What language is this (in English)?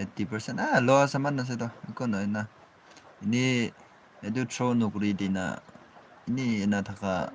Naga Pidgin